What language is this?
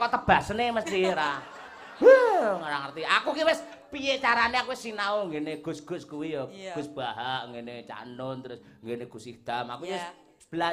Javanese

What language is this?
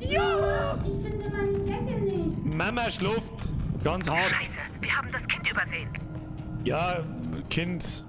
Bavarian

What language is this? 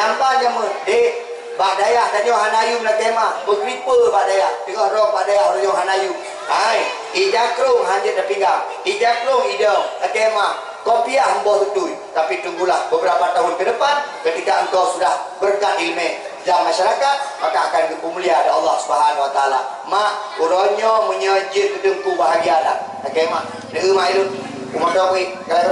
Achinese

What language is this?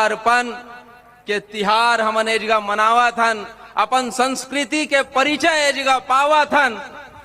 Chhattisgarhi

